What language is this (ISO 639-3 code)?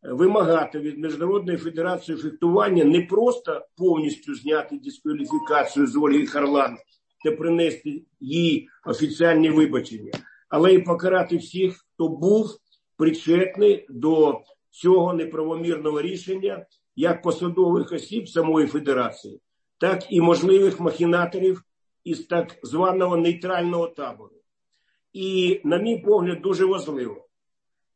ukr